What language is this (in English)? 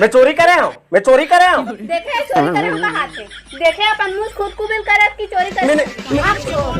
Chhattisgarhi